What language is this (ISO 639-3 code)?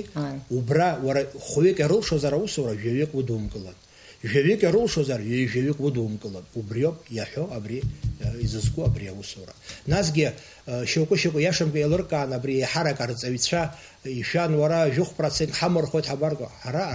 abk